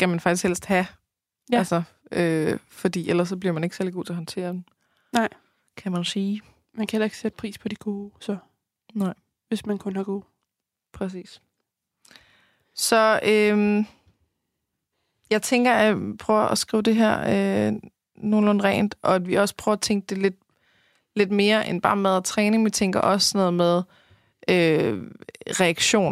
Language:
Danish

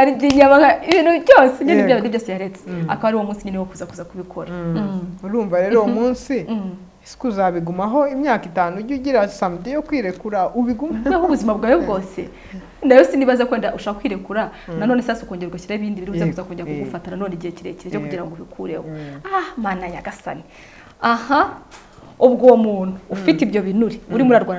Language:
Kinyarwanda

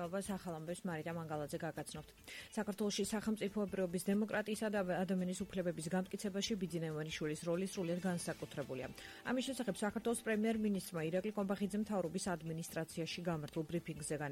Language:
Georgian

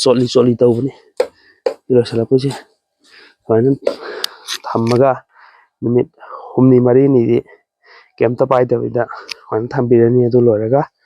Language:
Manipuri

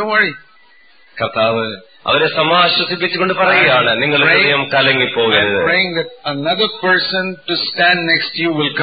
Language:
Malayalam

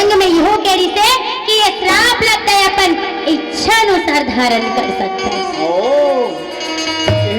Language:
Chhattisgarhi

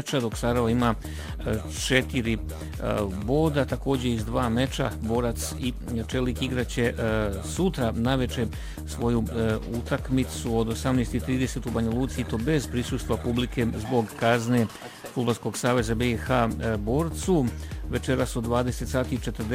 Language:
Bosnian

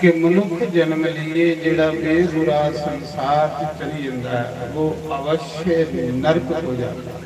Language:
Dogri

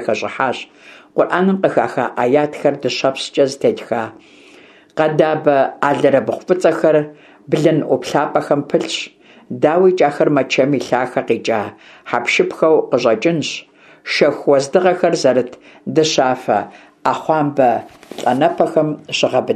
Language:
Kabardian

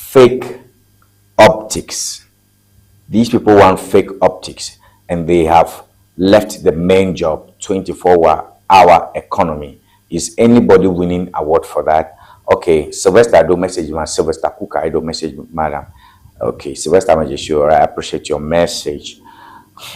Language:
Ewe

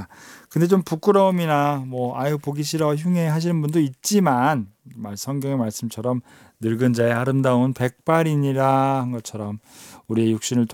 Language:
Korean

